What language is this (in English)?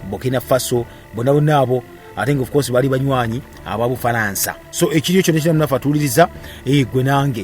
Ganda